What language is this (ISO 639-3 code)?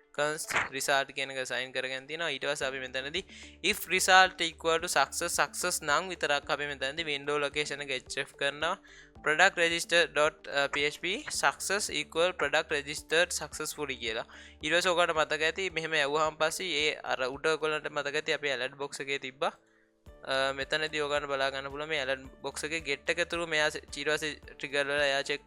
sin